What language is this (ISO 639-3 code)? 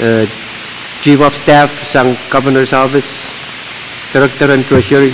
pon